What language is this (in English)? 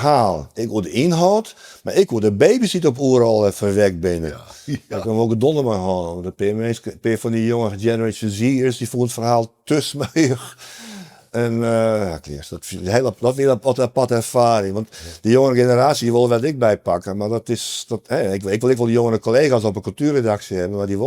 Western Frisian